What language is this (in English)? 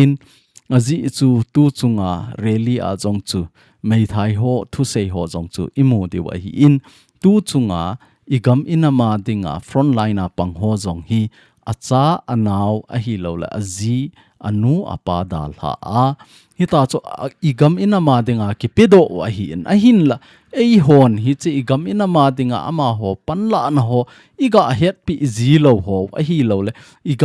Thado Chin